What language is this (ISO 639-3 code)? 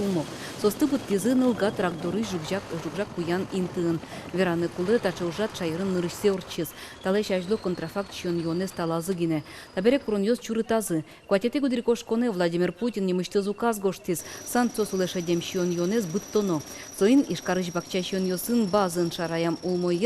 udm